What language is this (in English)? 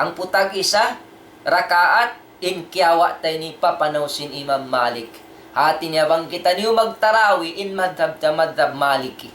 Tausug